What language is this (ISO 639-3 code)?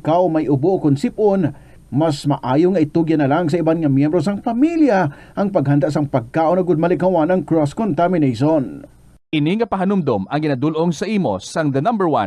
hil